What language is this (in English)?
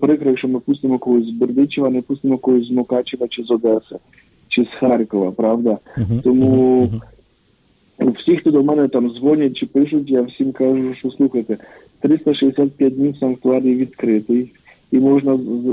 Ukrainian